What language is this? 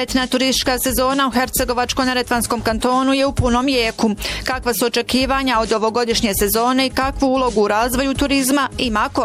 Bosnian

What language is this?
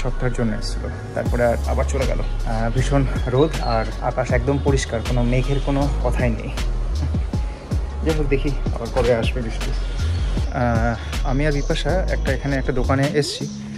Bangla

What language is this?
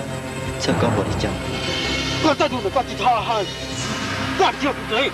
Hmong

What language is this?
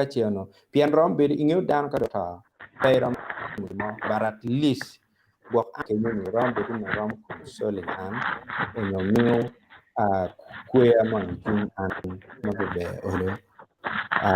Acoli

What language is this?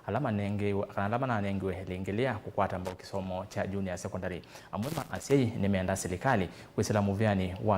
Kamba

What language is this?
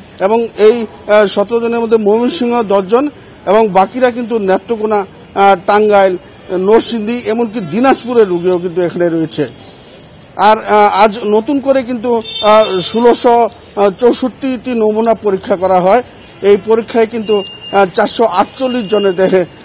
Bangla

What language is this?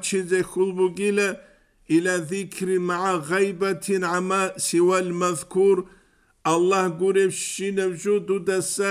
Avaric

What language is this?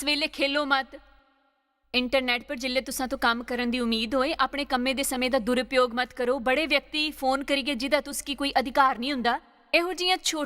Dogri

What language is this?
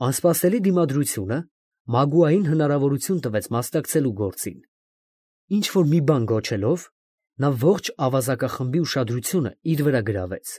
Armenian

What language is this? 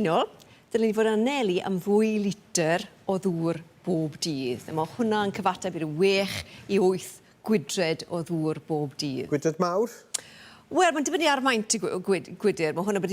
Welsh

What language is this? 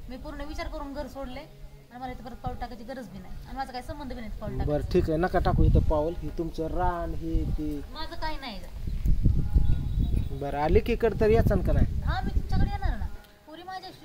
Marathi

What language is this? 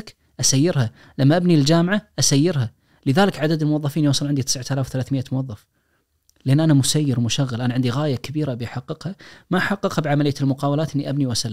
Najdi Arabic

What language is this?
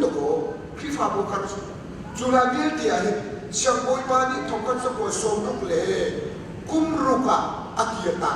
Hakha Chin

